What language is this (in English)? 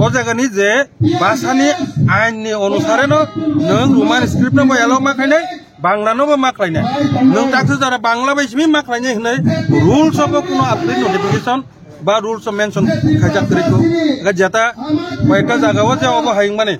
Kok Borok